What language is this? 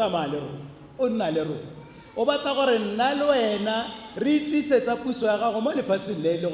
Tswana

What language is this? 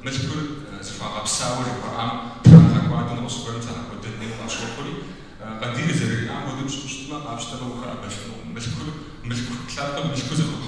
Kabardian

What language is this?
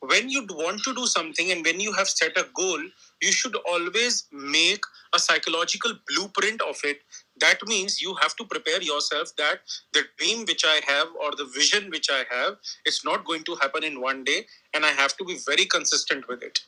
English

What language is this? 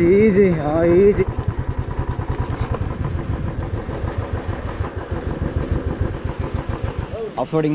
Kannada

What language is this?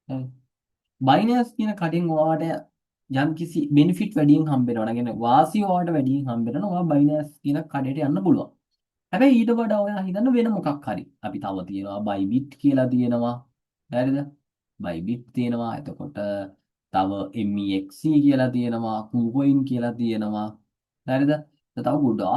Sinhala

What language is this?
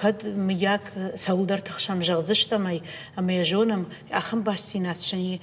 Ossetic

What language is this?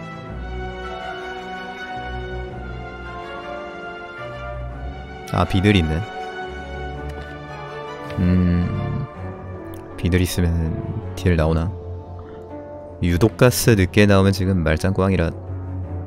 Korean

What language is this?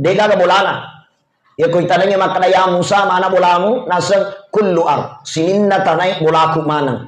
Buginese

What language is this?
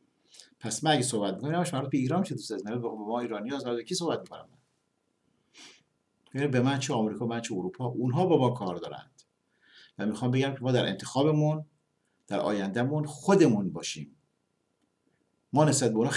Persian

